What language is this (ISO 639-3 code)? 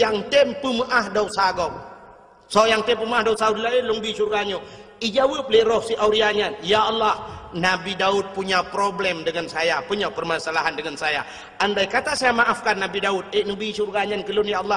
ace